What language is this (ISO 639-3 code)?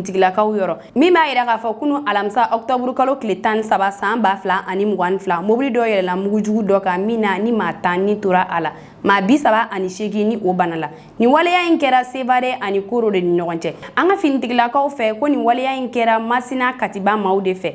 bam